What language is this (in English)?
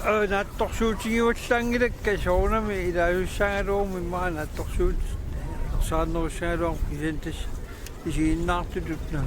Kalaallisut